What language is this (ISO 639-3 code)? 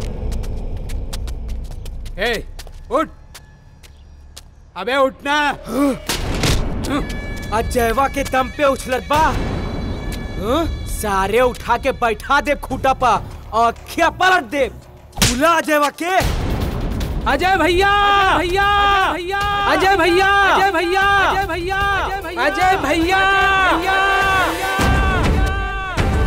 bho